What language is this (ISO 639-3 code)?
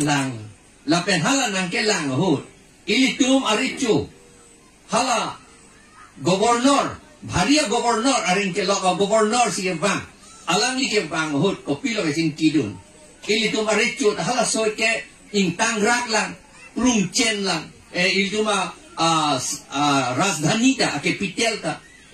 mjw